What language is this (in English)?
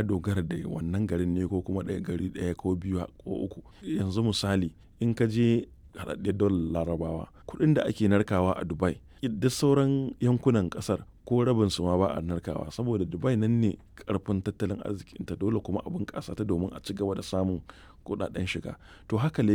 Hausa